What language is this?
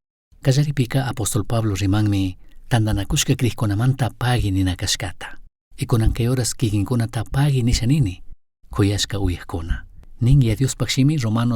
Chimborazo Highland Quichua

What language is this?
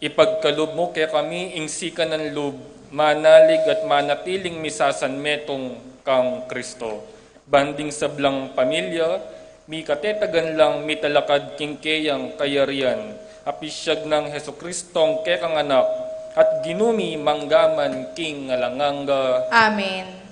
Pampanga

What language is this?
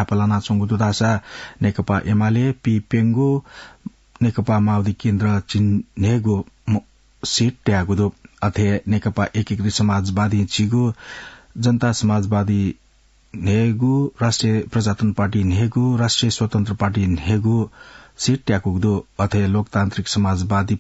Newari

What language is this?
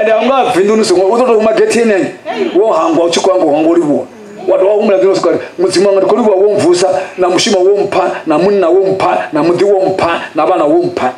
Venda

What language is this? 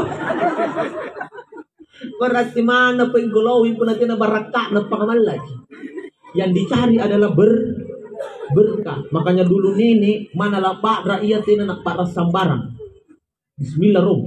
Makasar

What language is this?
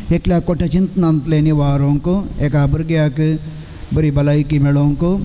Konkani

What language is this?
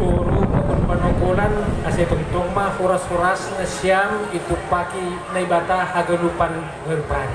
Batak Simalungun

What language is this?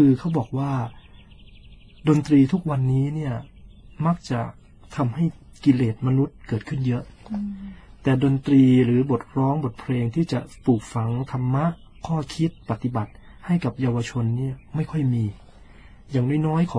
Thai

